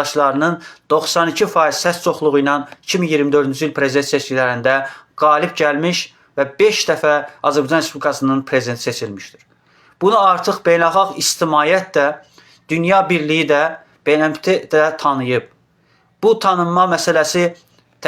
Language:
Azerbaijani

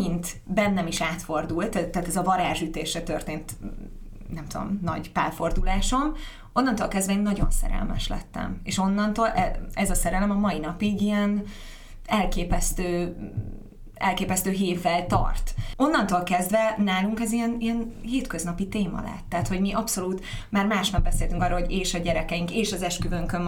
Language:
Hungarian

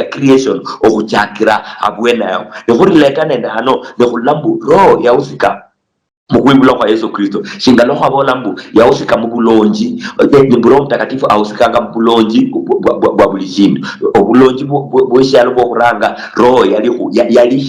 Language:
Luyia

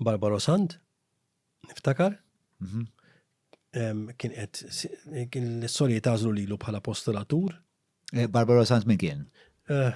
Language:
Maltese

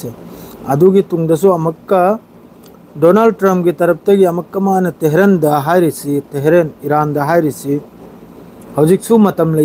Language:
Manipuri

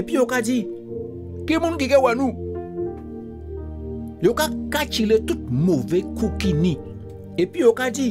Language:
Guadeloupean Creole French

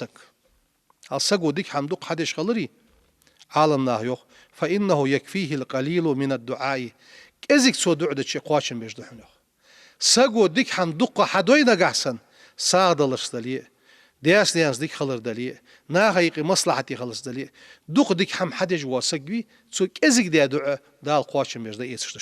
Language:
Ingush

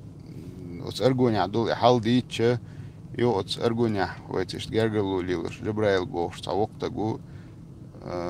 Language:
Chechen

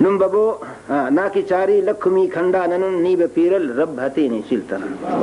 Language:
Brahui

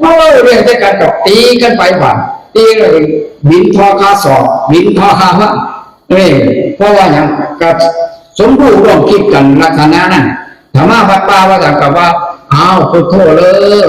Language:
Northeastern Thai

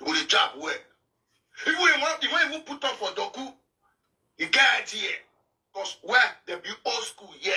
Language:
Nigerian Pidgin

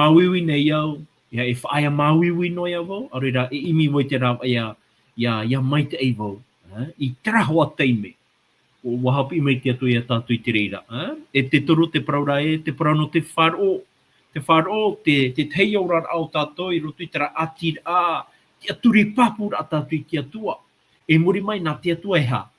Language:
Tahitian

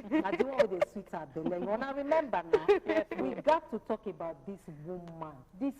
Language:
Nigerian Pidgin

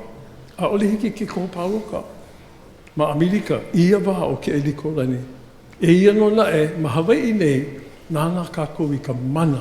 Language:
Hawaiian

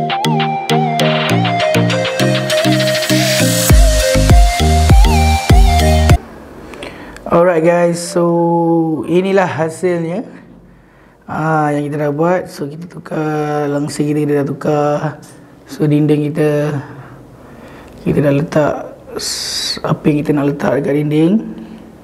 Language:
Malay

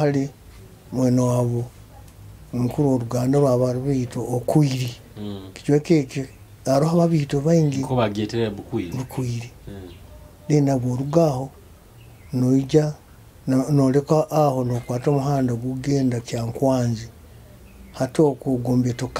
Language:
Nyoro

